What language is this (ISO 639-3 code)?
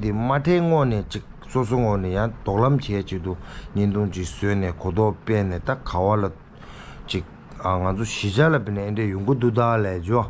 bod